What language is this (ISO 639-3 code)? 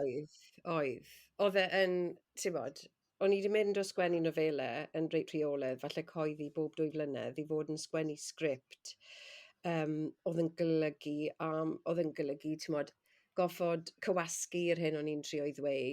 cym